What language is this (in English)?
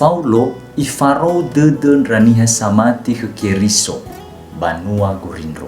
Nias